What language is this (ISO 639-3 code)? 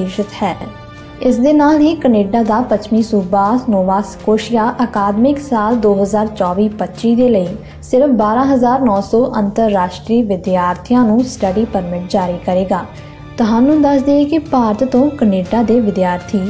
pan